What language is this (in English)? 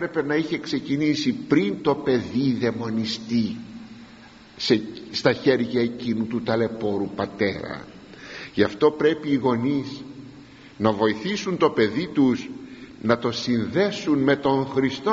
Greek